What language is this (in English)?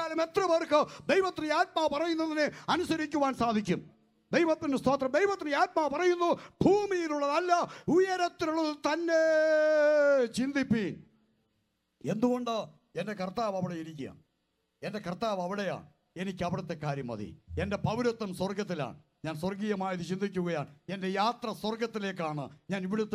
Malayalam